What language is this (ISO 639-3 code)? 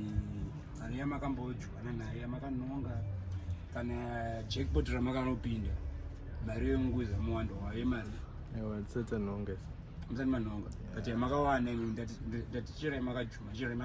sna